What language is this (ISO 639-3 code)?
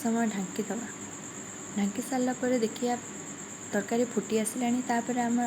ori